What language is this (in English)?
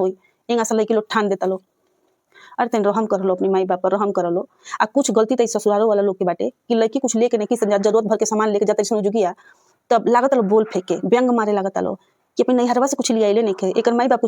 Bhojpuri